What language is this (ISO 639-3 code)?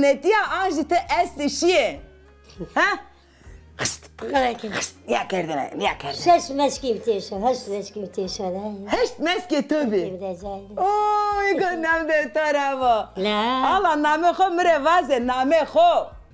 zza